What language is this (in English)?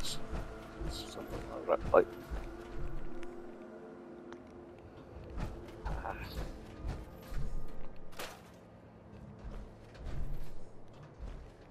English